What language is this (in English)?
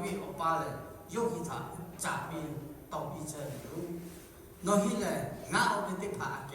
Lahu